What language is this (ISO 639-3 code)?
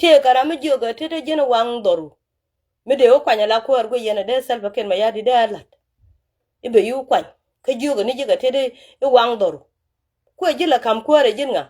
nus